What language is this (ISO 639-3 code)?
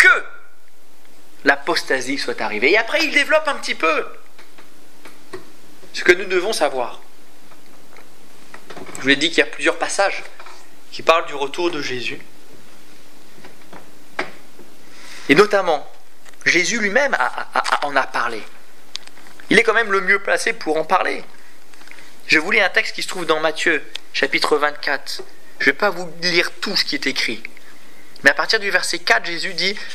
fra